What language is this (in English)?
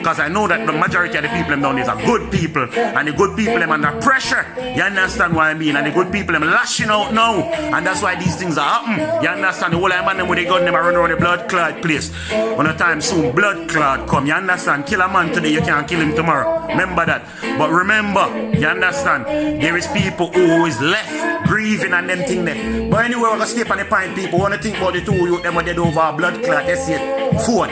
Jamaican Creole English